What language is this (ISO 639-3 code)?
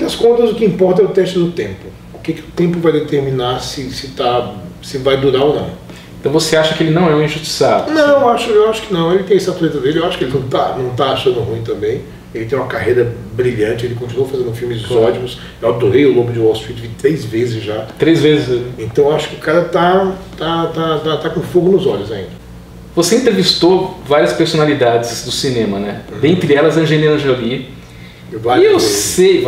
por